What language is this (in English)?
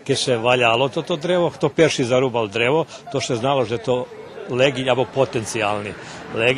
Rusyn